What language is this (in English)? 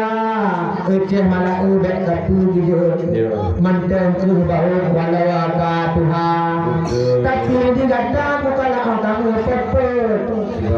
Achinese